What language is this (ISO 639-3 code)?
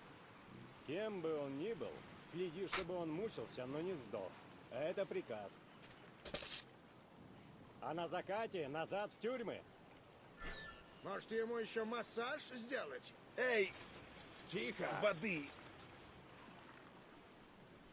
rus